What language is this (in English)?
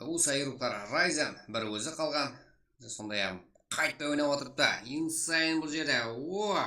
Kara-Kalpak